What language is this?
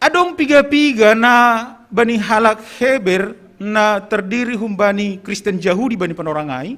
Batak Simalungun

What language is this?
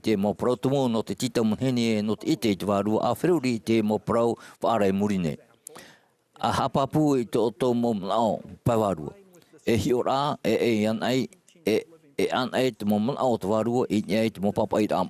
Tahitian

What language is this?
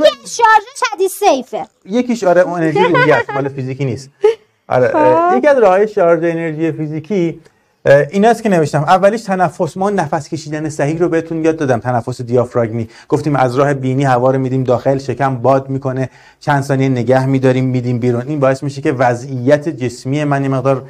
Persian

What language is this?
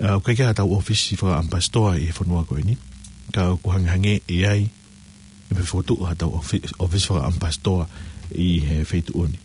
Tongan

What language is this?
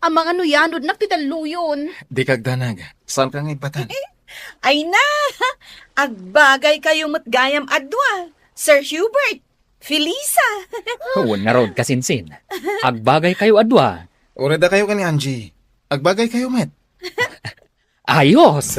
Iloko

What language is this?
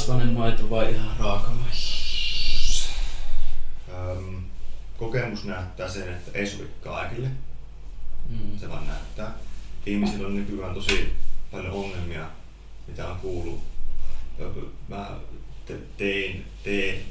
Finnish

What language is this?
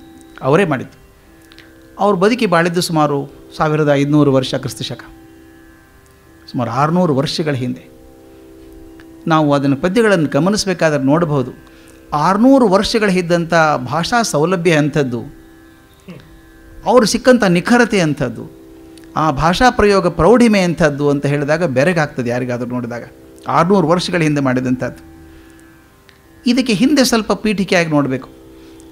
Kannada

